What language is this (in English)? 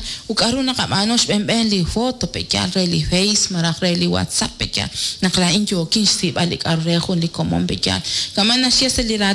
Kekchí